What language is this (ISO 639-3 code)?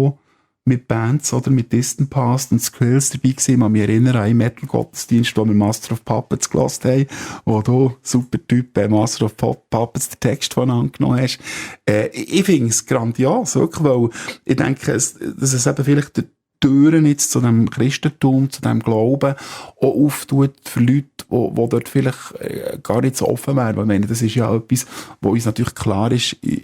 gsw